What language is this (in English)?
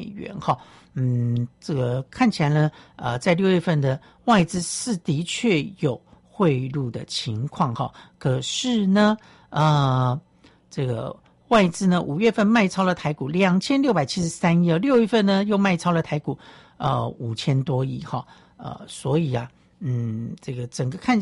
Chinese